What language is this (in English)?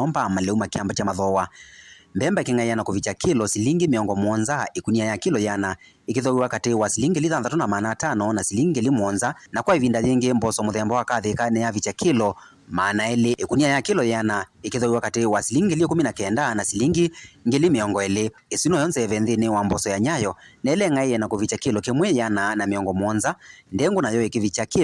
Kamba